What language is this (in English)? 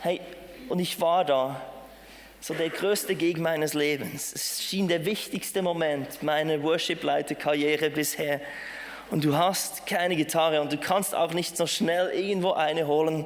Swiss German